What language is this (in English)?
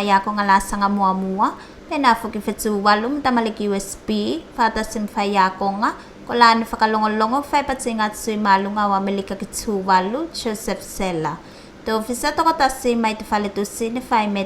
Tuvalu